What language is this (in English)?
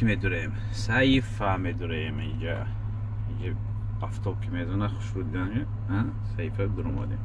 Tajik